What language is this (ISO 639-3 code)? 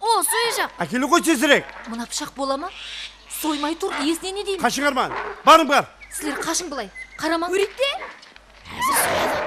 kaa